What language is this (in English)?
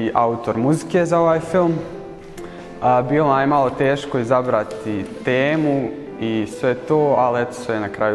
Bosnian